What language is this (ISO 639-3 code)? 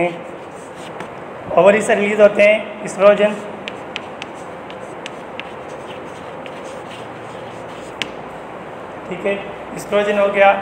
hin